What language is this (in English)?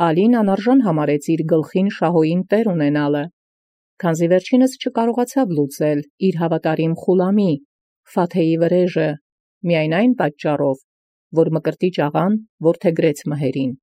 Armenian